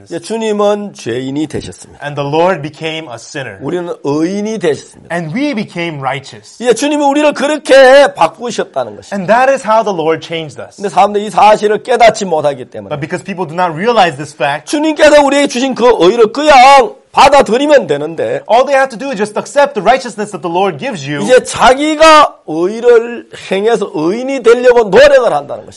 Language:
Korean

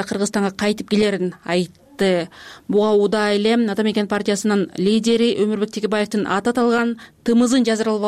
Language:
Kyrgyz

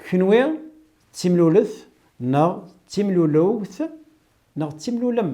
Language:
Kabyle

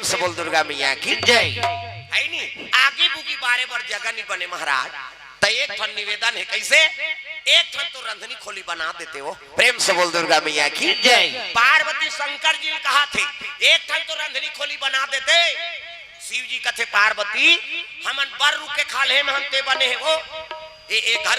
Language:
Chhattisgarhi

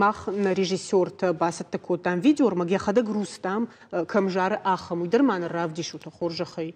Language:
Ossetic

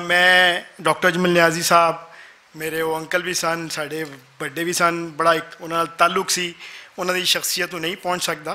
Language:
Western Panjabi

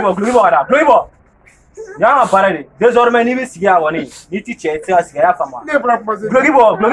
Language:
Bambara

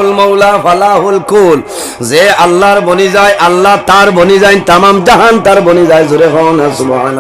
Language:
Sylheti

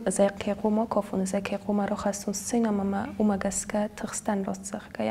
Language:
Ossetic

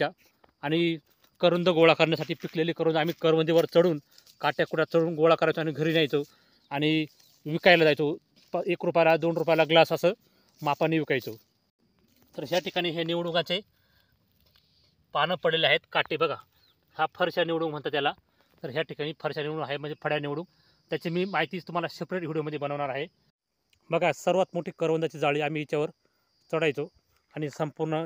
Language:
Marathi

